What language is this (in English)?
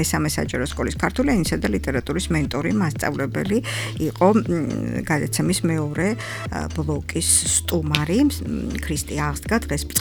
Georgian